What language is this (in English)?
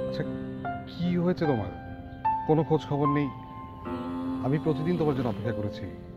Bangla